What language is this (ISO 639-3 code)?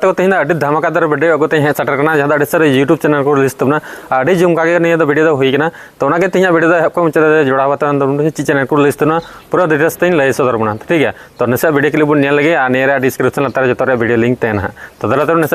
sat